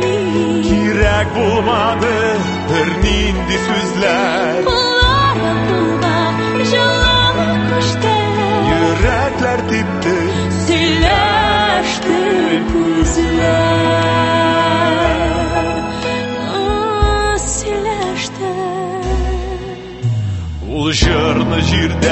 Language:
Tatar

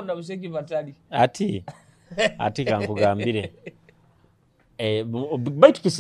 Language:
Nyoro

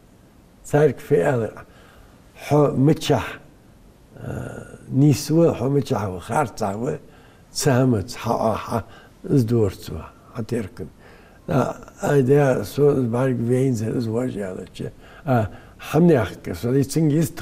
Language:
Ingush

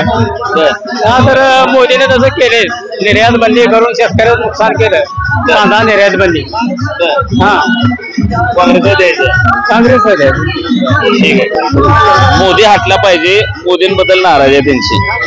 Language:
Marathi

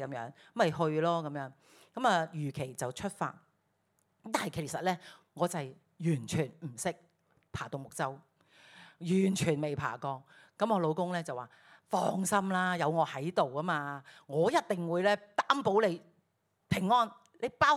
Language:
Cantonese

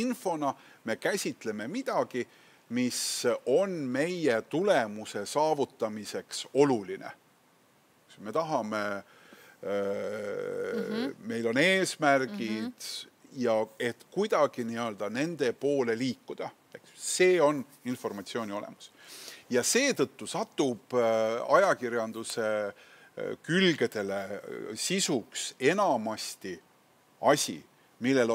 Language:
Estonian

